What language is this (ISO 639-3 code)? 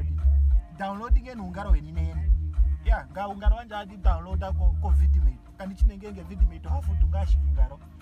ndo